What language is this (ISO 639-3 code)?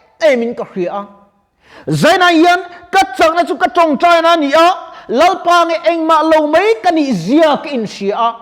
lus